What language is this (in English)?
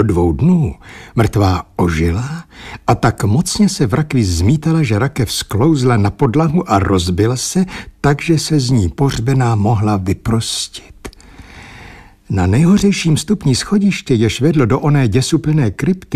Czech